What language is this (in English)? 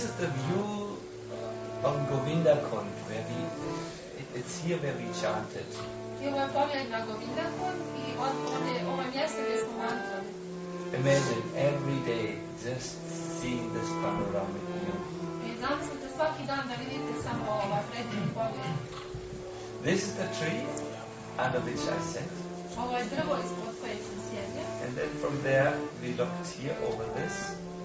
Croatian